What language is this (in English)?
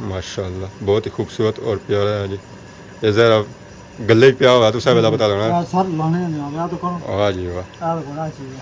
Pahari-Potwari